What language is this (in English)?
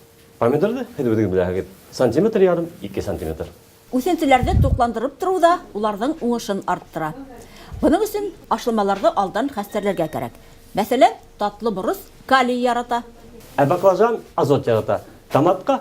Bashkir